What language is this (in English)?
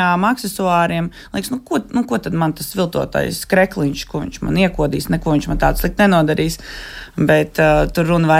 Latvian